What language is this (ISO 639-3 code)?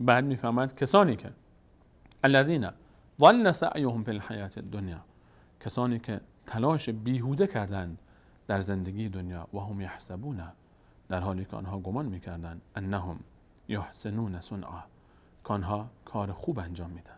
fas